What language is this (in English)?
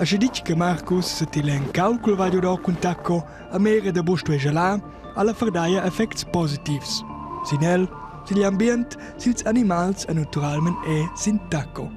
Romansh